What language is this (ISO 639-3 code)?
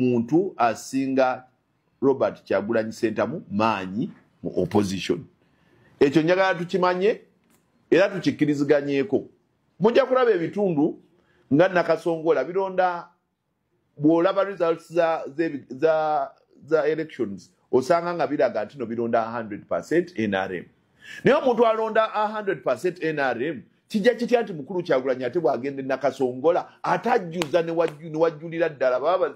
lug